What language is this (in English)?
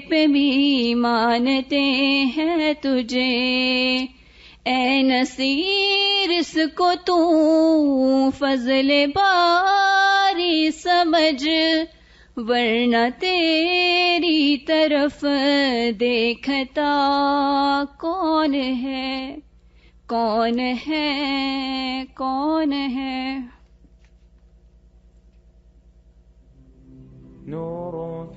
Urdu